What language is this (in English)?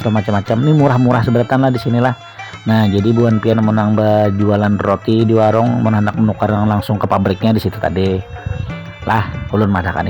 Banjar